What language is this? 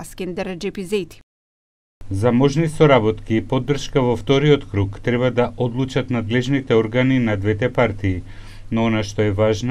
Macedonian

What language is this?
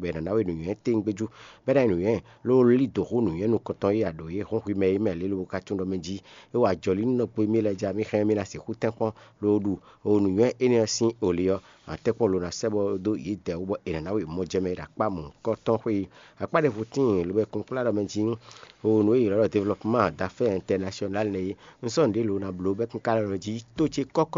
Fon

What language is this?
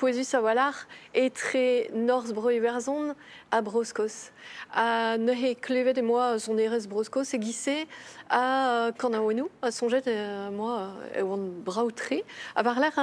Breton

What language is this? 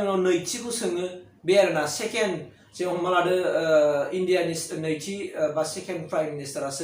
Bodo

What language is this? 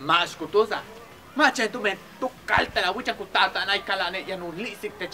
Yucateco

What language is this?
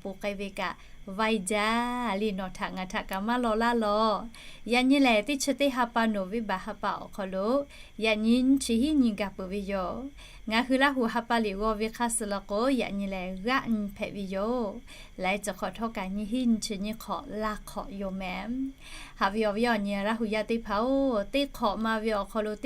Lahu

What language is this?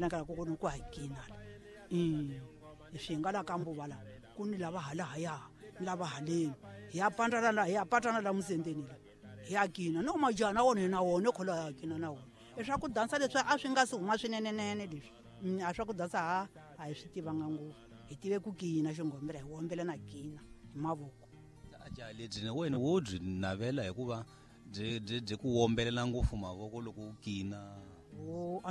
Tsonga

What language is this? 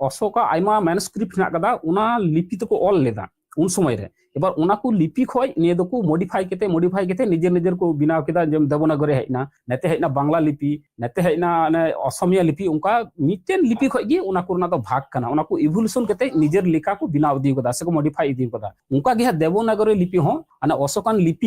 Santali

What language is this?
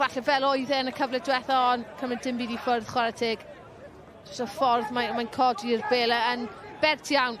Welsh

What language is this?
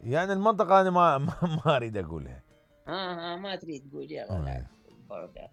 Mesopotamian Arabic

